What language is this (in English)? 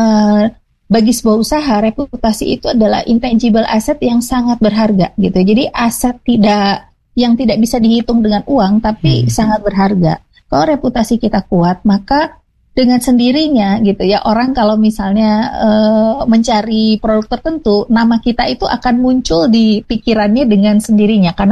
Indonesian